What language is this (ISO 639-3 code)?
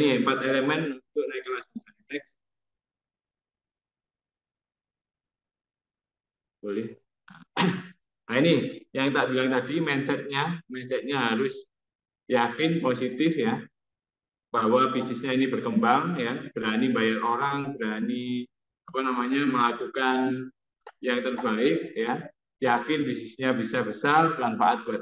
ind